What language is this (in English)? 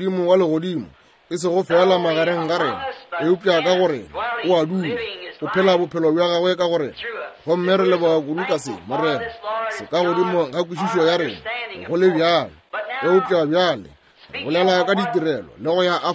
Northern Sotho